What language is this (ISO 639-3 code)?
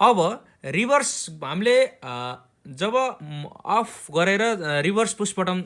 nep